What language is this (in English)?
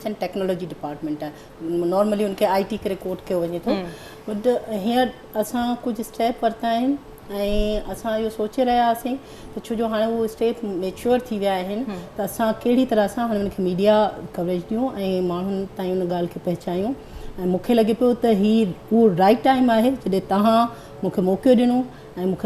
Sindhi